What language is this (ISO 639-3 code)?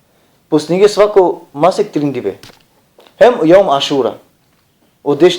rmn